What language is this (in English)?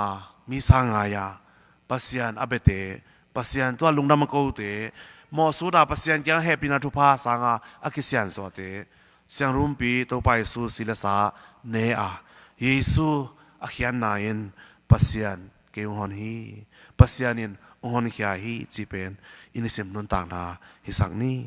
Tedim Chin